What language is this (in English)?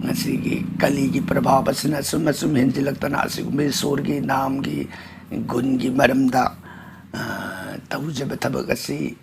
Manipuri